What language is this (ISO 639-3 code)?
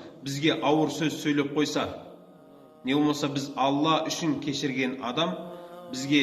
kaz